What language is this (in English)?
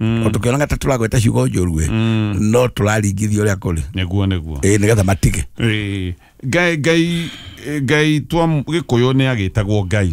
Kikuyu